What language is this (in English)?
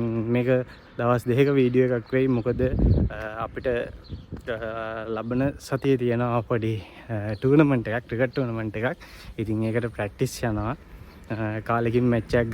Sinhala